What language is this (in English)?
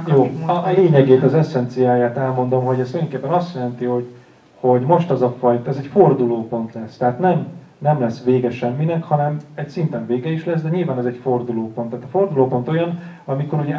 Hungarian